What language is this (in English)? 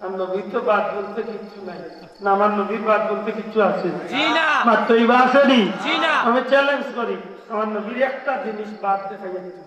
Sylheti